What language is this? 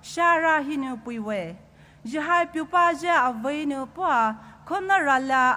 Poumei Naga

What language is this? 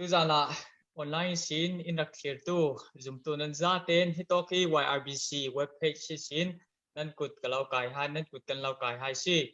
Falam Chin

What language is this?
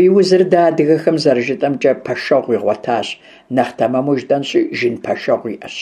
Kabardian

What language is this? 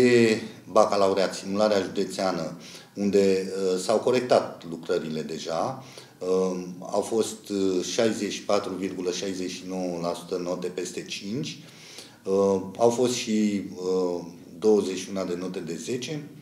Romanian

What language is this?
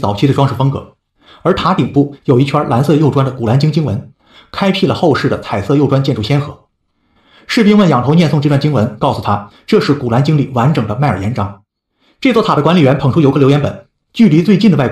Chinese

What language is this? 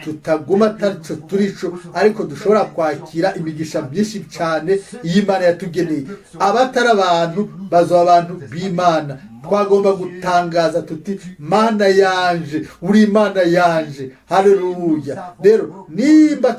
Rundi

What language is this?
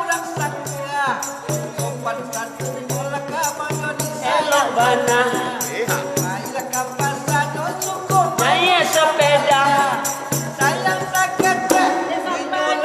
Minangkabau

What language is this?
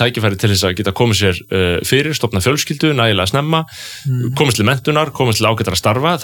Icelandic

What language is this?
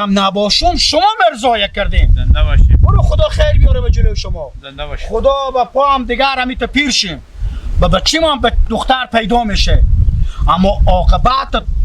Hazaragi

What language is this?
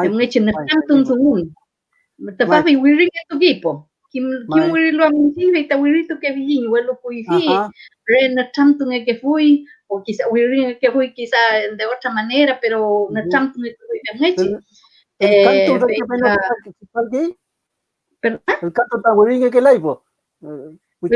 Mapuche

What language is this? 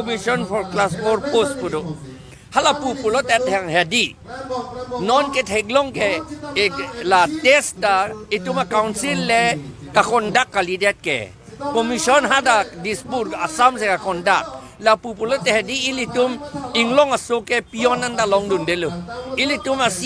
Karbi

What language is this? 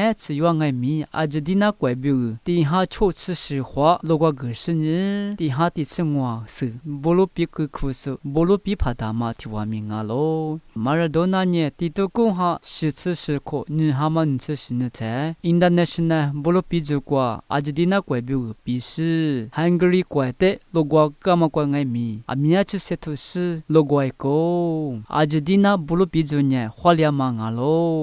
Lisu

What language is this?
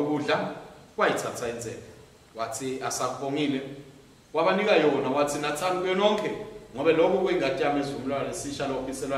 Swati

